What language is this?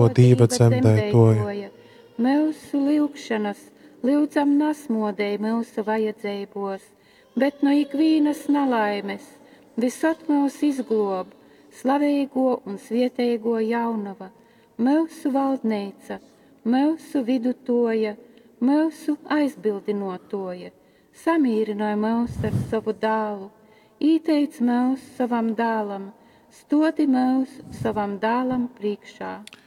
Latgalian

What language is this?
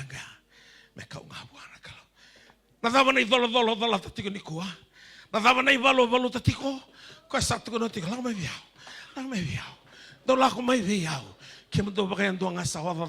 Fijian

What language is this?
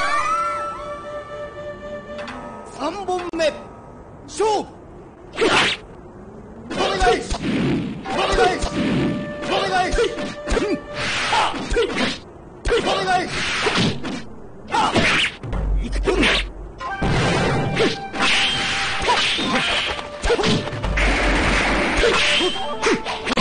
Japanese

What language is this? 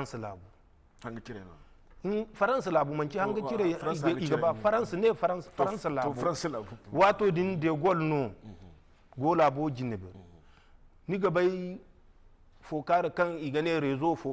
Zarma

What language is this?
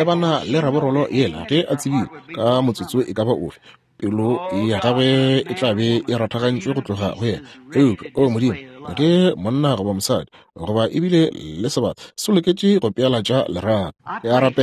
Northern Sotho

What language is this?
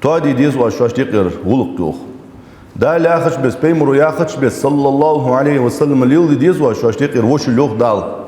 Ingush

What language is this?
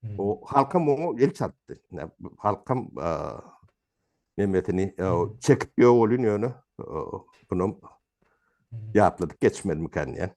Turkmen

